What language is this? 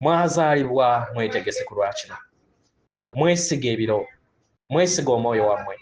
Ganda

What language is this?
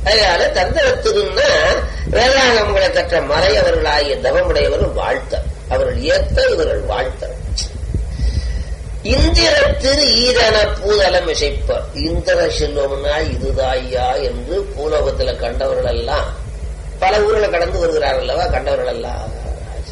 Tamil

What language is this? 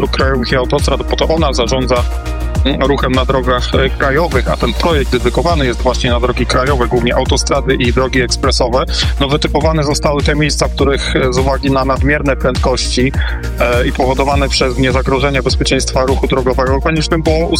Polish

